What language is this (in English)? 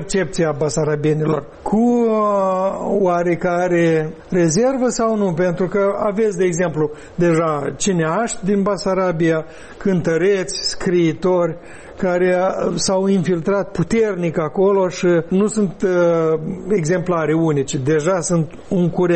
Romanian